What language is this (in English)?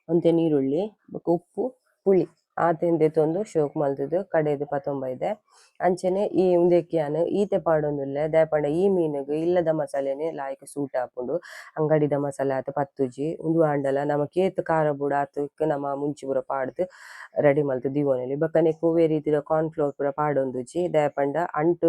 Tulu